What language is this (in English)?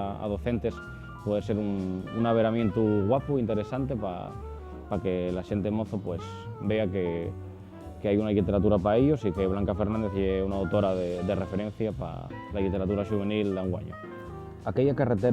Asturian